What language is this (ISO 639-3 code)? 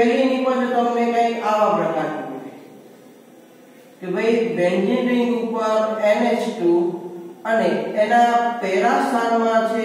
guj